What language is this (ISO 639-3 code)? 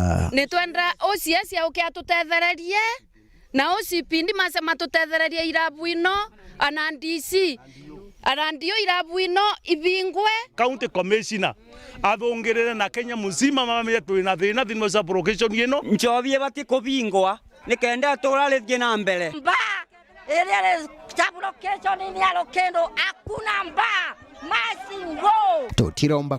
mer